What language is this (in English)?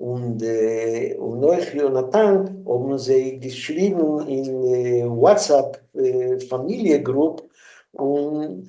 Yiddish